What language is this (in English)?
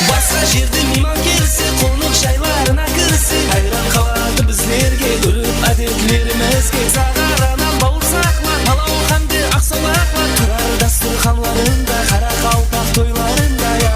Kara-Kalpak